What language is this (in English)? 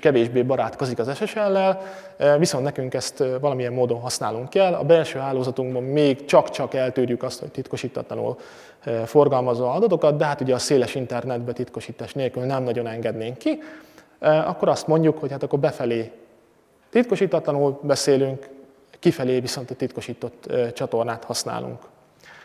Hungarian